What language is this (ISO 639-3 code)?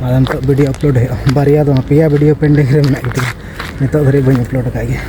sat